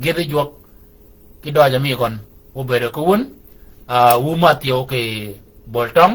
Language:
Shilluk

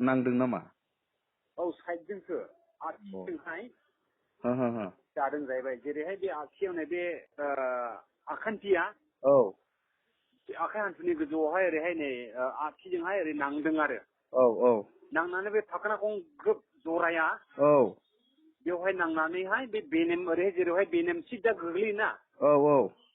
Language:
Bodo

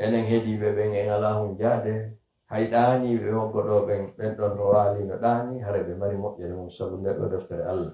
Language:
Pular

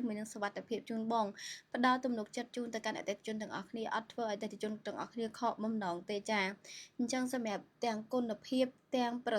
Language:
Khmer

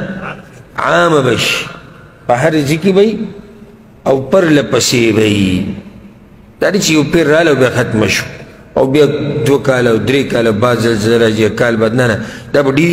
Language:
Pashto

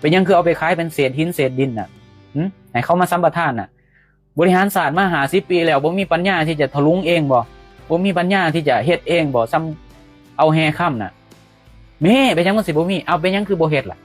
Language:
Lao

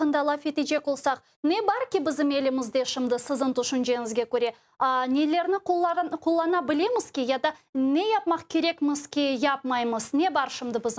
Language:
Crimean Tatar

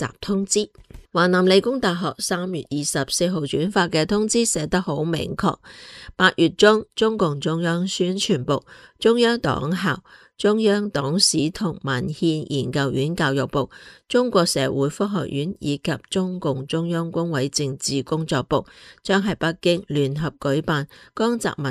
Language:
Cantonese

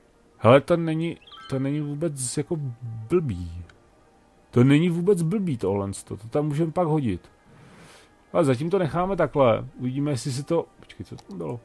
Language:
Czech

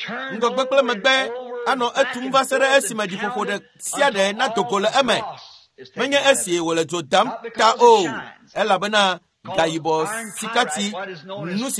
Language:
Ewe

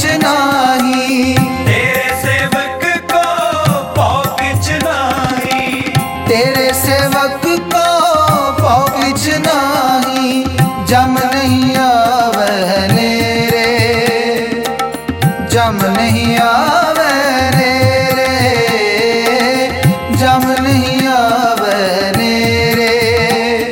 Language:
Hindi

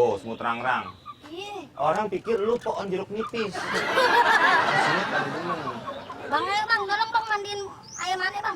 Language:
Betawi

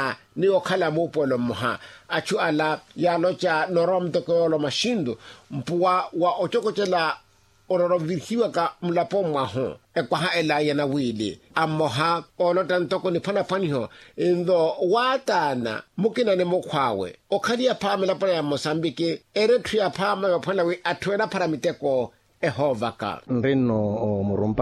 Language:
Makhuwa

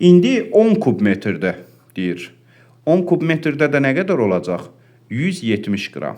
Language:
Azerbaijani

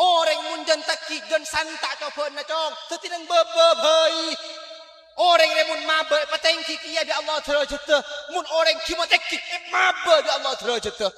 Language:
Madurese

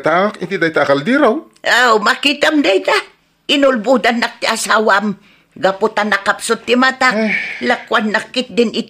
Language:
Iloko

